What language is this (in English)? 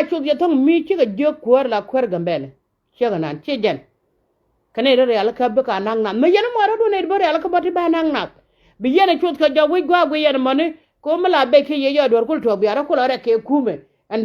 Nuer